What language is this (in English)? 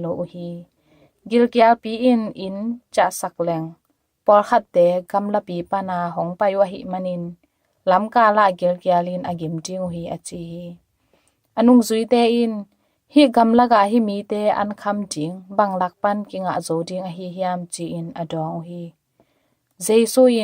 Tedim Chin